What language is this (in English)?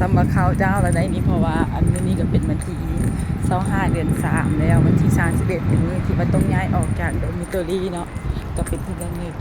Lao